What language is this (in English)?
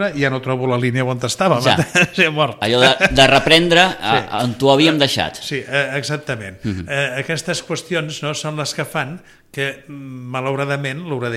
Catalan